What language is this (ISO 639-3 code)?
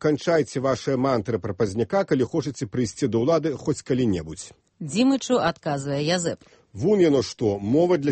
bel